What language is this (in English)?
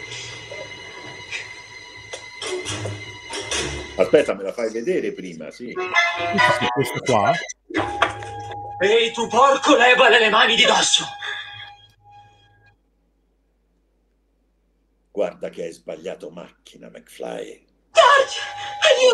Italian